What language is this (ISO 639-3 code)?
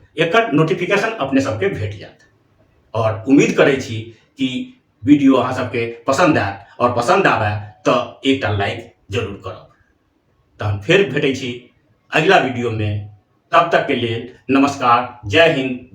mai